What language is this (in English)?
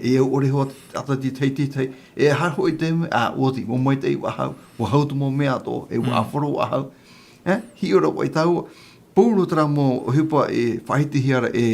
Tahitian